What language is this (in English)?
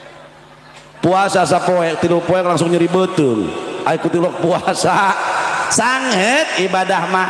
Sundanese